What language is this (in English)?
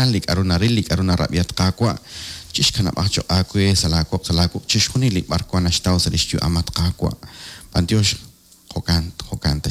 Kekchí